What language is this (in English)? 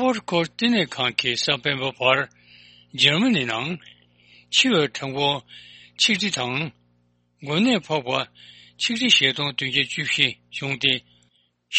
Tibetan